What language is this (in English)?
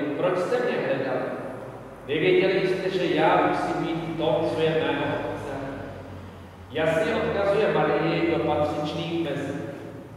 Czech